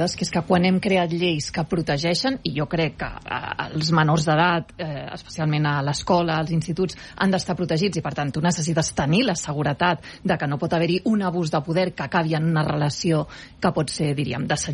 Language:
Catalan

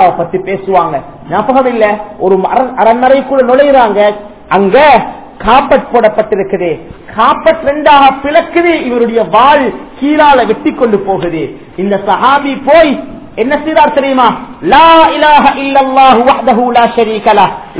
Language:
Tamil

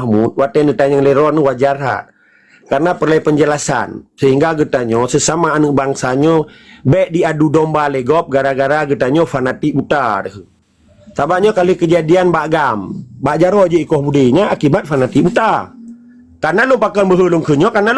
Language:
Achinese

